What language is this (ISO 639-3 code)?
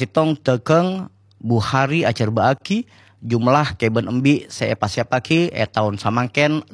mad